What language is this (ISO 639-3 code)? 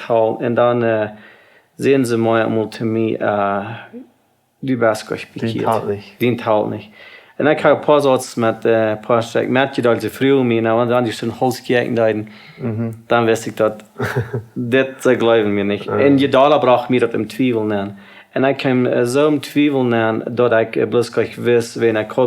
pdt